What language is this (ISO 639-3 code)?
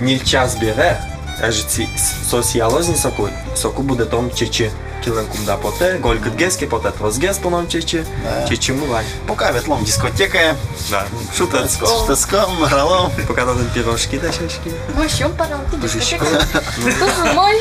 udm